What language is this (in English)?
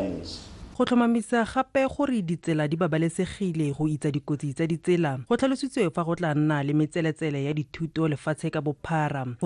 Tswana